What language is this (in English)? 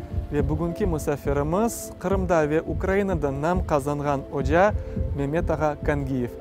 Crimean Tatar